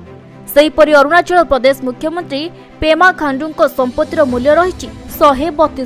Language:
Odia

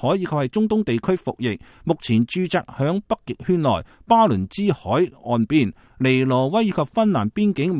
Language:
Cantonese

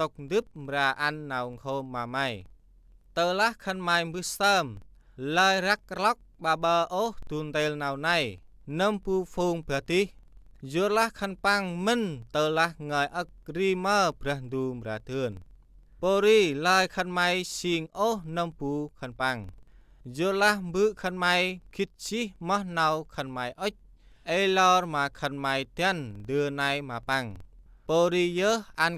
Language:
Central Mnong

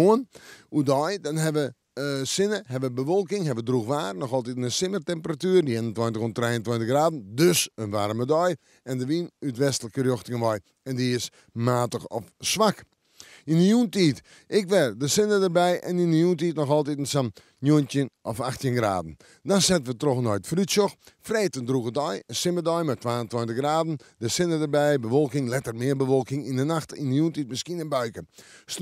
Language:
Western Frisian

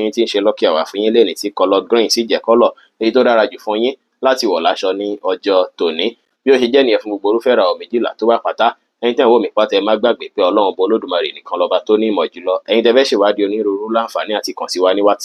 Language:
Yoruba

